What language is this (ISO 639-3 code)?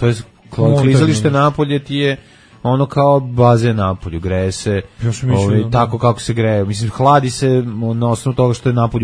srp